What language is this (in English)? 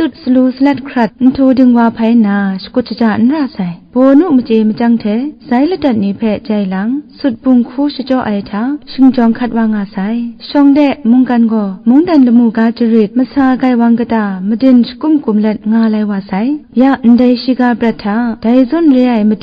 Kachin